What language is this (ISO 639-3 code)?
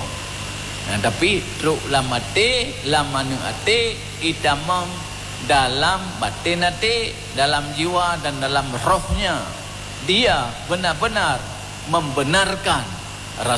ace